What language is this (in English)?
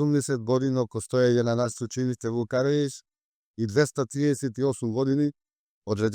Macedonian